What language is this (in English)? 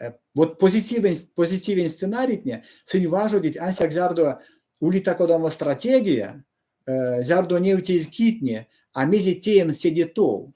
Erzya